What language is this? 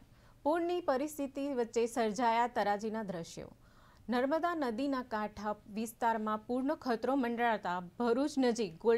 Gujarati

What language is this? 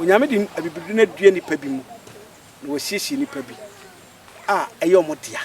Akan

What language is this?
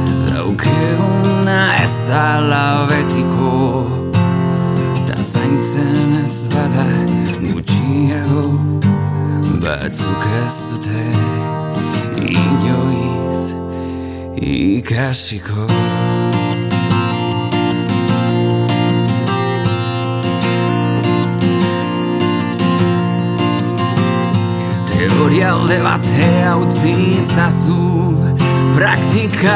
Basque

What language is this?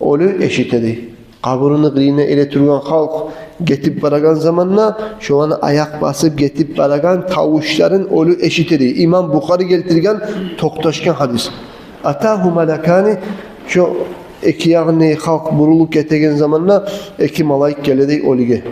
Kumyk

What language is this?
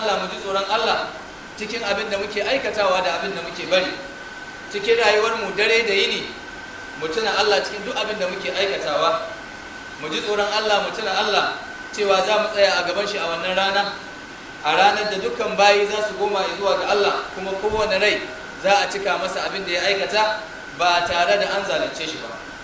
Hausa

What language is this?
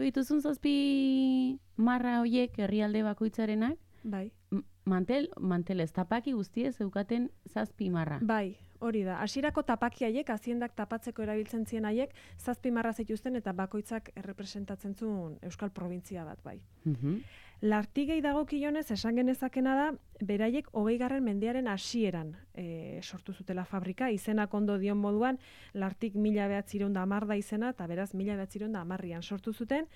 Basque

